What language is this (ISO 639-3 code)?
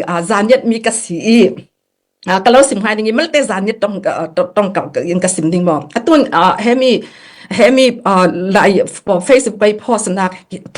cfm